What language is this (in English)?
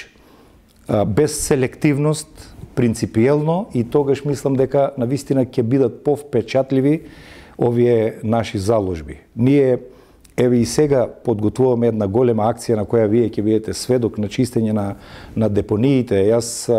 Macedonian